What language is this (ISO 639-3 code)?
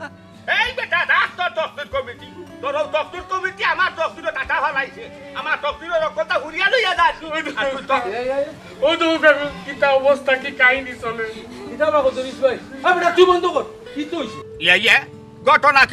syl